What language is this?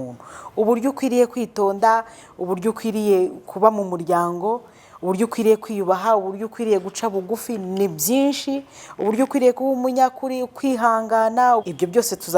Kinyarwanda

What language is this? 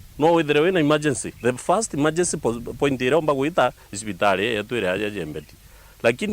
Meru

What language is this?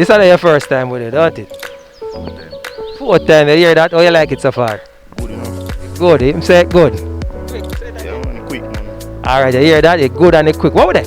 Jamaican Creole English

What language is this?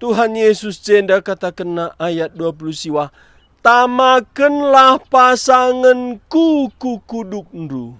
Batak Karo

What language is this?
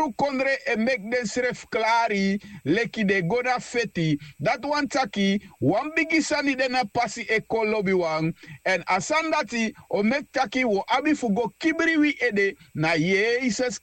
Sranan Tongo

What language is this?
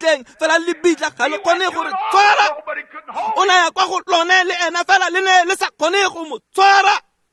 Tswana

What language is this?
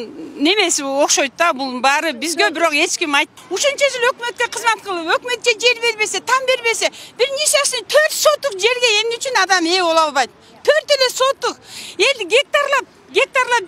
Kyrgyz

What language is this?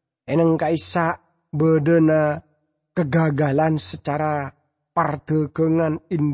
Madurese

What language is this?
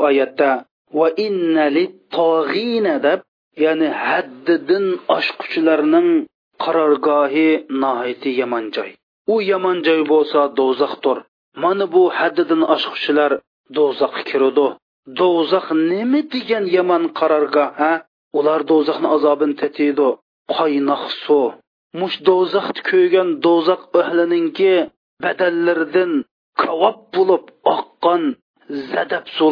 Uyghur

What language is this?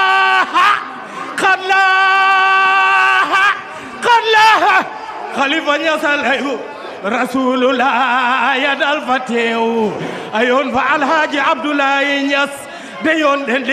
Wolof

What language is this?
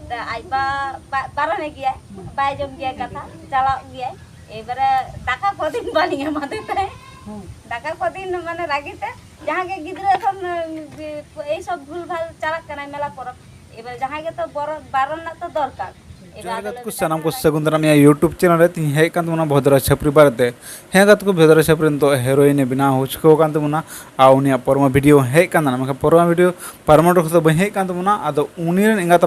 Santali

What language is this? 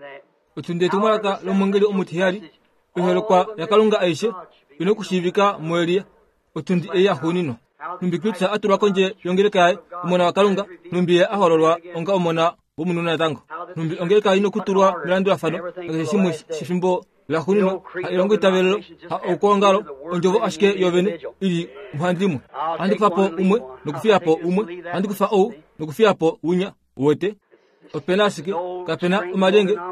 Kuanyama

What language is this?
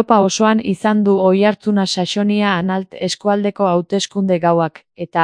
Basque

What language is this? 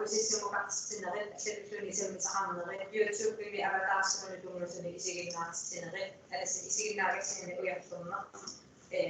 Kalaallisut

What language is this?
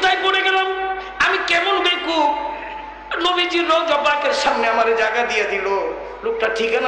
Bangla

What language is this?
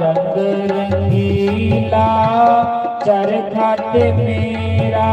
Dogri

